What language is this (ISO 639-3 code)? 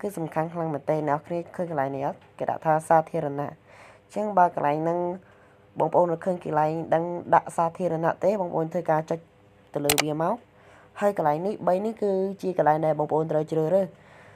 khm